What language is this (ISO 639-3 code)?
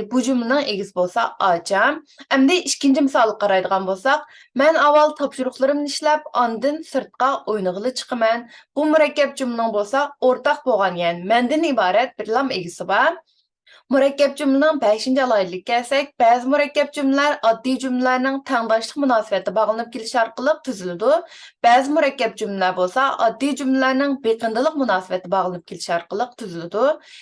uig